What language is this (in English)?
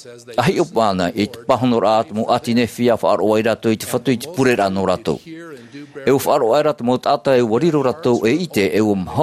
Tahitian